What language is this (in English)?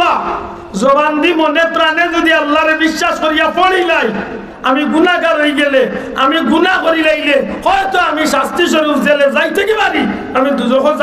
Sylheti